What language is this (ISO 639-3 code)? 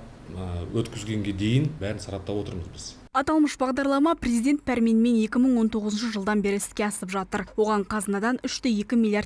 kaz